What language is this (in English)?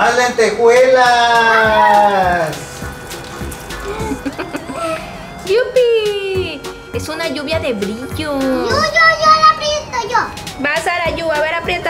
Spanish